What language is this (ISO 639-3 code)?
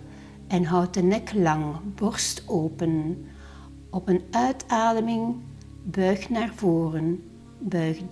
nld